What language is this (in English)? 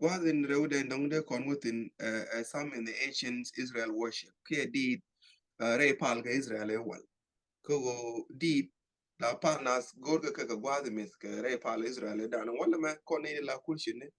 Nuer